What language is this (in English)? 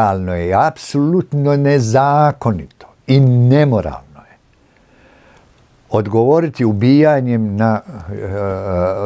Croatian